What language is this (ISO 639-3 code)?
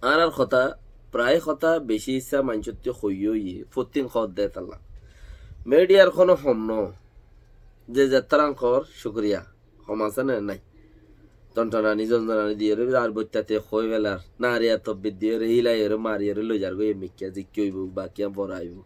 rhg